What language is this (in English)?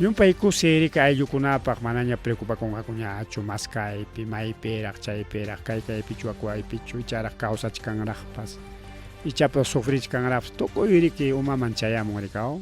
Ayacucho Quechua